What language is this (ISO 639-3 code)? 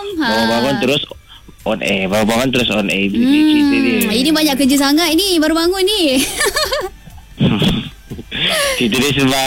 msa